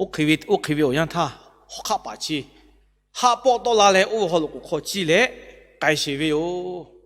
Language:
Lahu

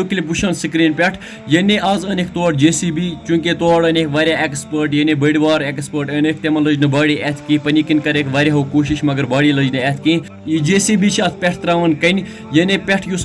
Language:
Kashmiri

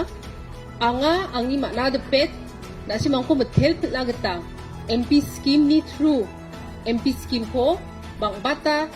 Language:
Garo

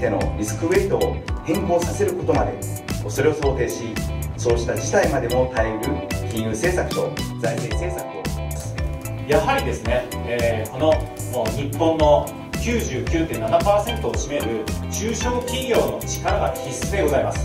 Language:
Japanese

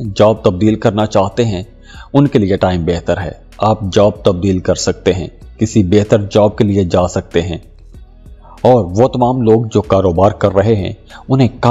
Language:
Urdu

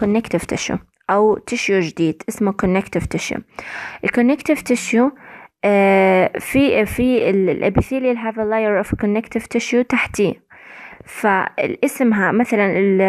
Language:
South Levantine Arabic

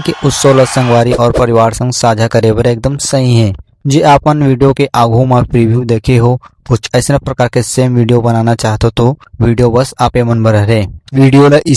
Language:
Chhattisgarhi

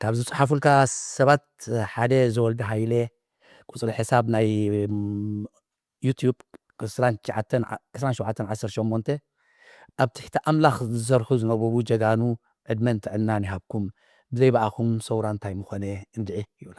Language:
Tigrinya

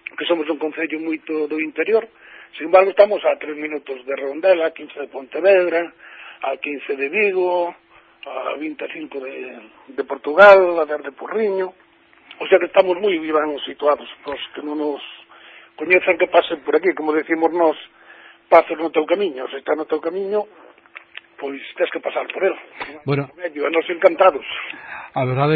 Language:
Galician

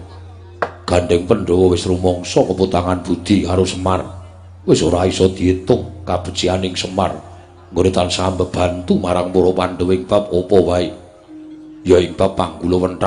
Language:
Javanese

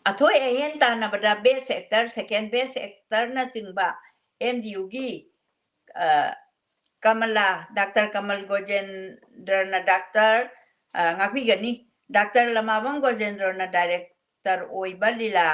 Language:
Manipuri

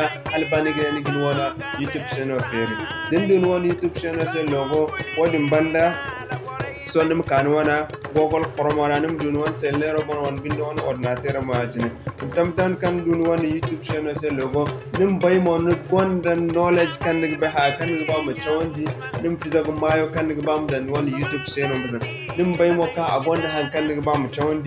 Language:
Zarma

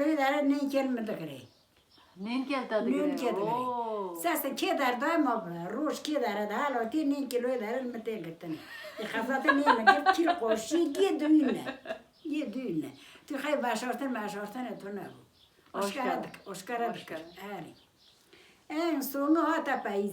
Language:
Kurdish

